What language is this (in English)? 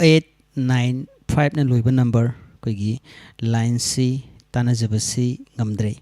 Manipuri